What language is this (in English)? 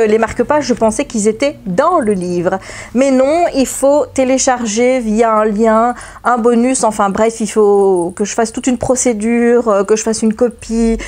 French